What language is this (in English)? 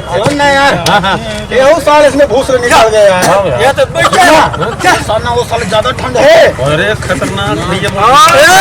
Chhattisgarhi